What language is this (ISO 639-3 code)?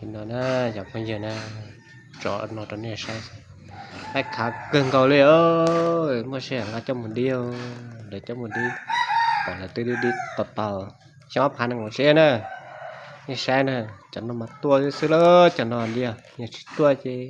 hmn